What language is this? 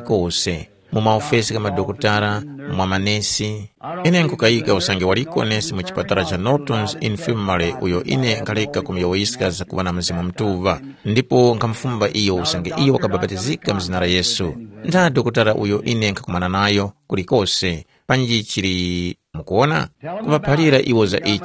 Tumbuka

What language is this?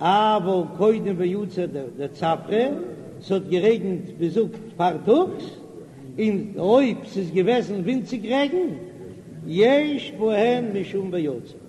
Yiddish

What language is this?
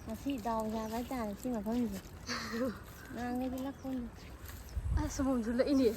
Manipuri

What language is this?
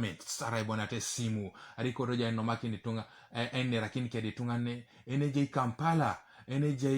Teso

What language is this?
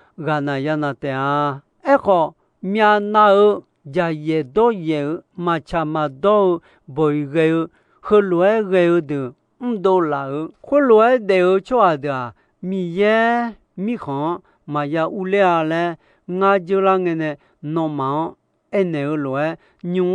Akha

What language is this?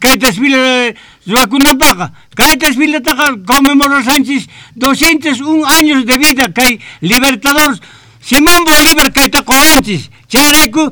Quechua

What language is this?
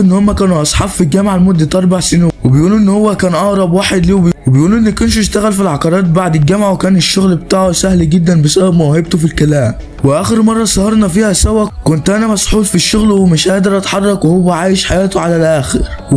Egyptian Arabic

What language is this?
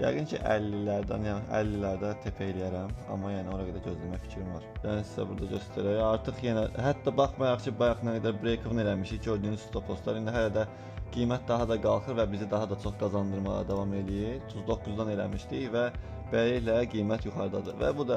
Azerbaijani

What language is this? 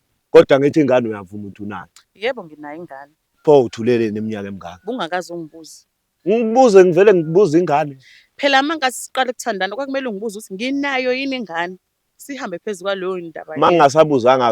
Zulu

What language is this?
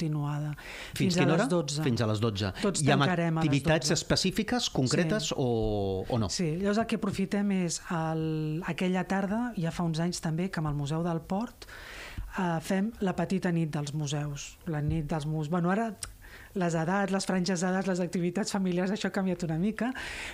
Catalan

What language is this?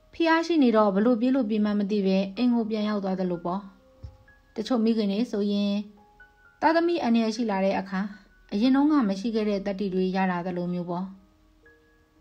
Burmese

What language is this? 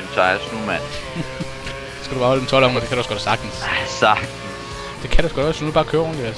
Danish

